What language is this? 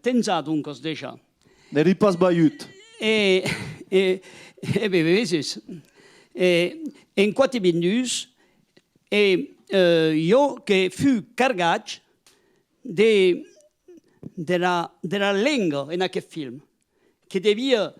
Occitan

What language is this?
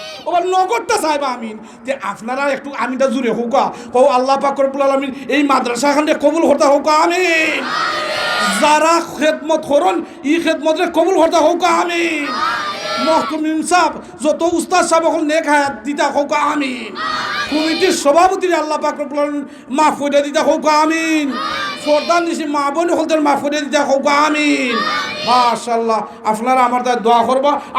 Sylheti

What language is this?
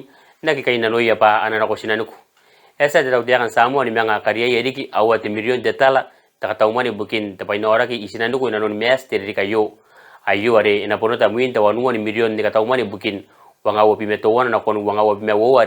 Gilbertese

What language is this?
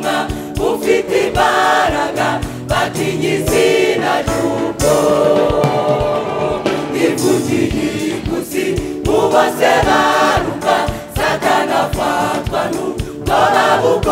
Kinyarwanda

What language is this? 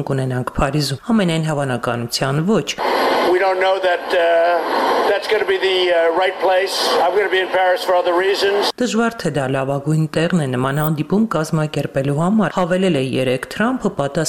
Armenian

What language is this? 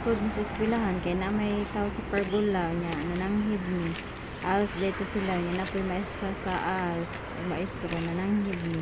Cebuano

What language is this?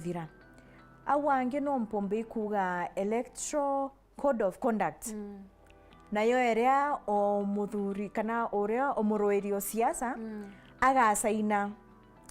Meru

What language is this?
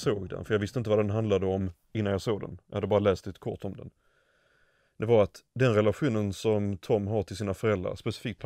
Swedish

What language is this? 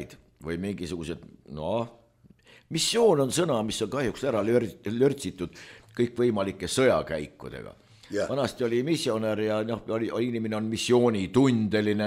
Estonian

